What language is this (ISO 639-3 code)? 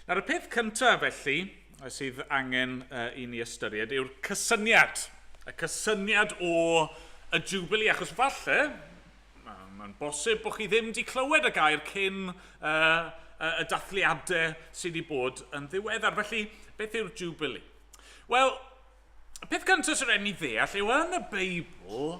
cym